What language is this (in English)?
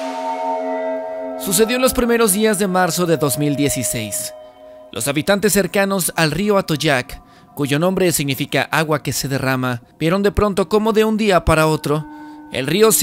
Spanish